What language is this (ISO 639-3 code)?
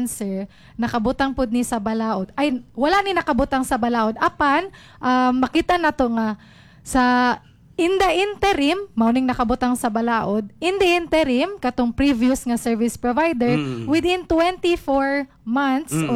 ceb